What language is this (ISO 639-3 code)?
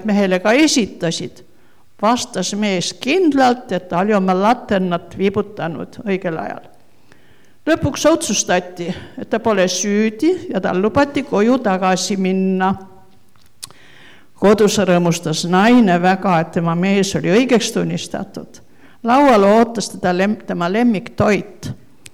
est